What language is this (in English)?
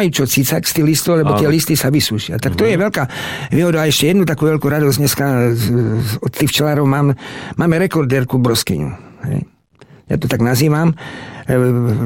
Slovak